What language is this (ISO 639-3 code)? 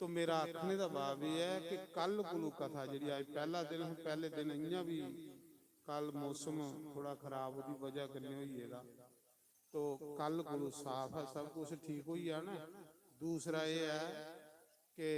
doi